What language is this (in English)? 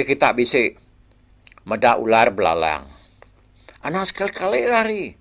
Iban